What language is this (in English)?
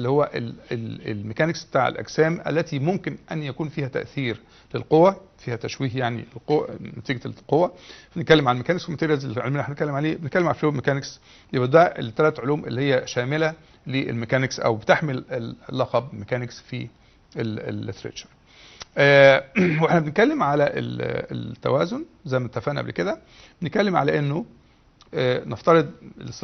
Egyptian Arabic